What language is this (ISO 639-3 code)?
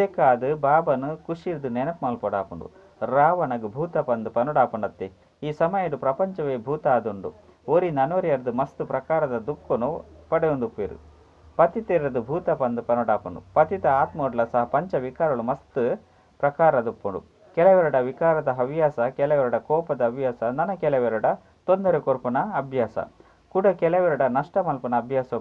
tcy